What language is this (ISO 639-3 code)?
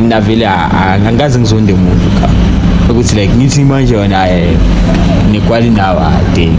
zul